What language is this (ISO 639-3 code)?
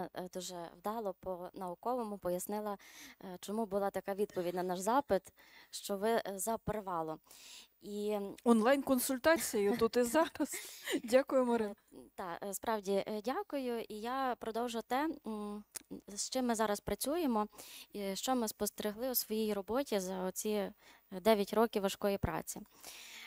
ukr